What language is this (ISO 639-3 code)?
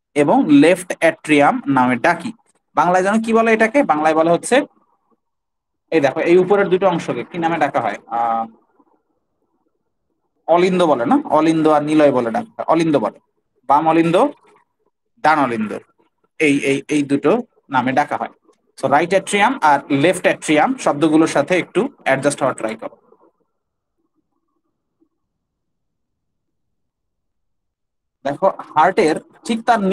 ben